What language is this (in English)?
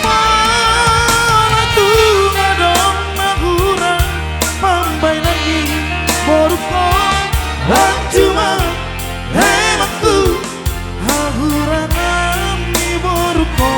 Batak Toba